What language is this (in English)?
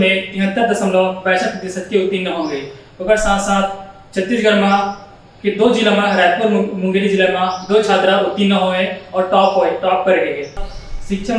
Chhattisgarhi